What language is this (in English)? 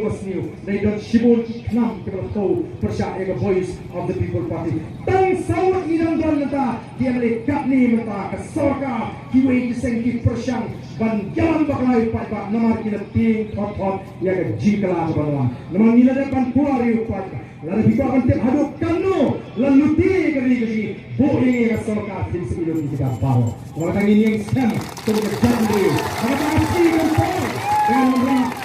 Khasi